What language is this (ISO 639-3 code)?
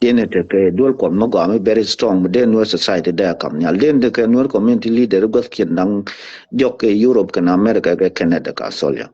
nus